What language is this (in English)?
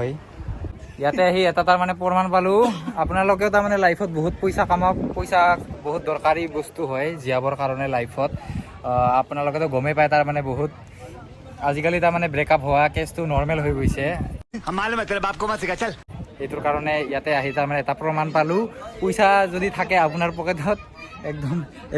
Assamese